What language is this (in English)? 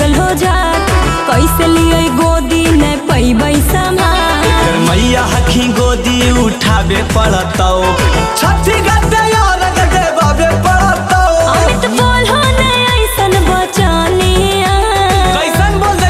Magahi